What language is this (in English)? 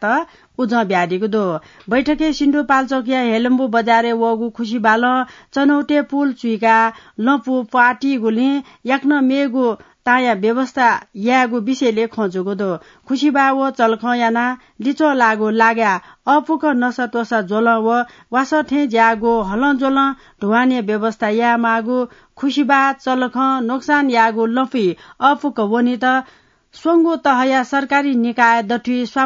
Newari